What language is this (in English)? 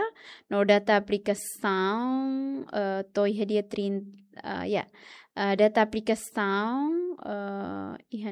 Tetum